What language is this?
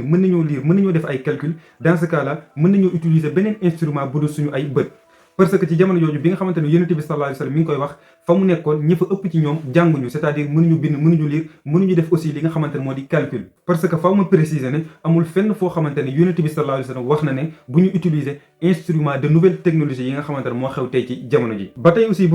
Wolof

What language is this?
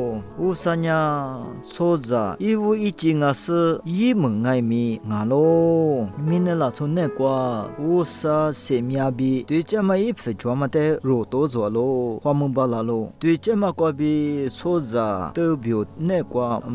Lisu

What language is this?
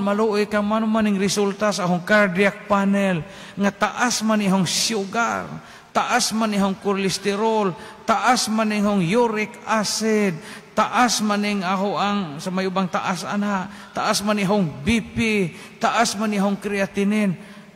Cebuano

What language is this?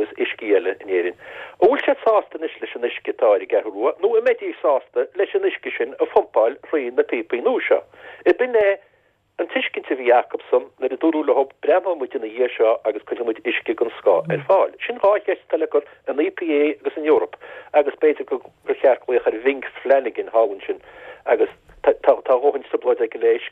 Irish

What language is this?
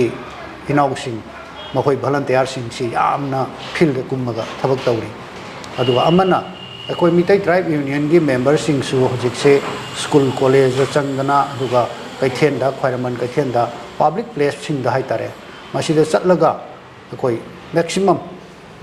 Manipuri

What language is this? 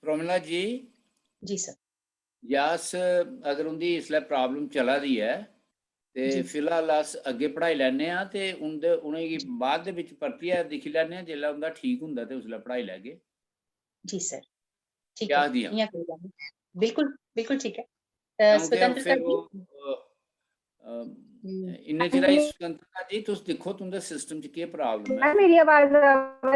Dogri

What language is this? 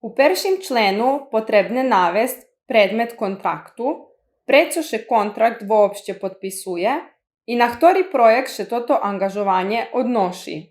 Rusyn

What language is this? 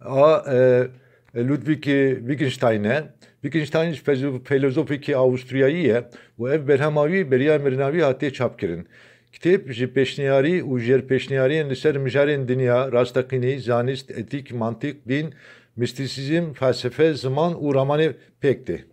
Kurdish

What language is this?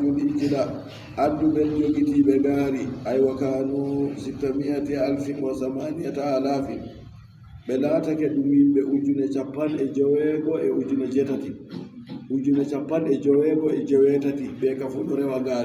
Adamawa Fulfulde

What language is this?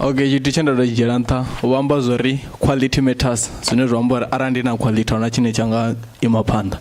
Venda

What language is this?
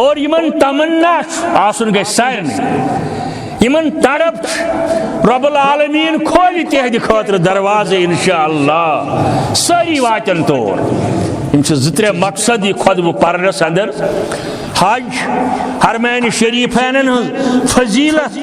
Kashmiri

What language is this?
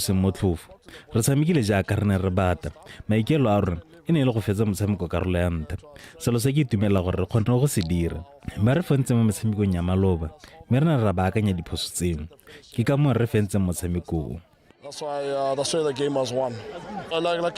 Tswana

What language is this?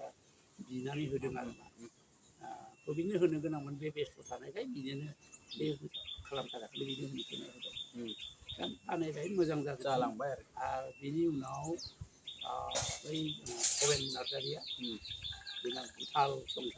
Bodo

